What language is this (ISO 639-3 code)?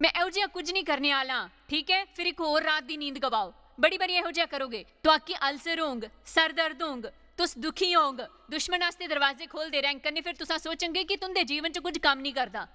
doi